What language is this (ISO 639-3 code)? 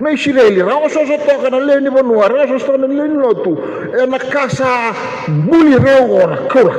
fij